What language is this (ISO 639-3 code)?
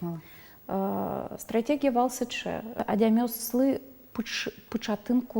udm